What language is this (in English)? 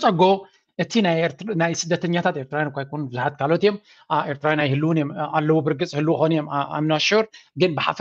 Tigrinya